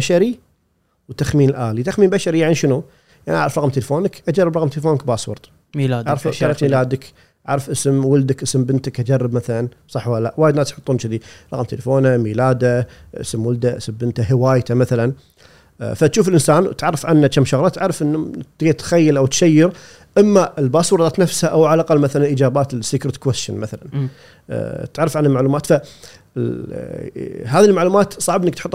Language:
Gulf Arabic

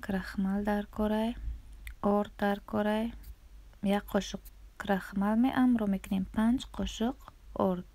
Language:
Tajik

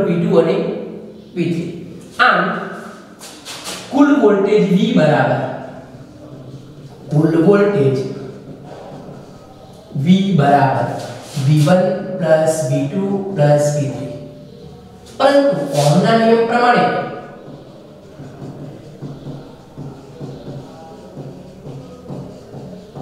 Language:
Gujarati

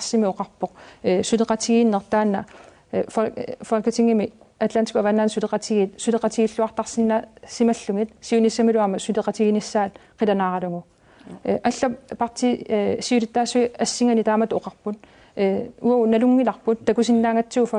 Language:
Kalaallisut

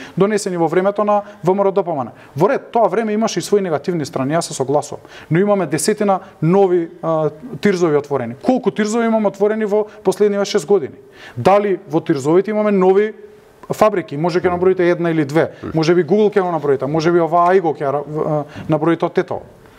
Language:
Macedonian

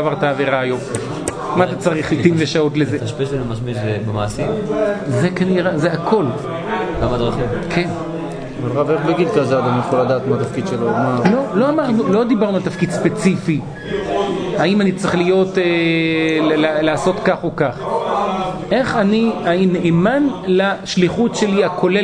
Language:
Hebrew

